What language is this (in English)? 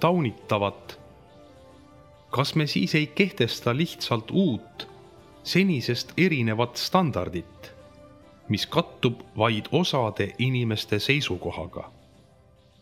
Estonian